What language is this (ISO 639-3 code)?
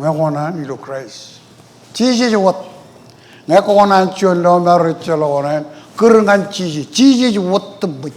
mah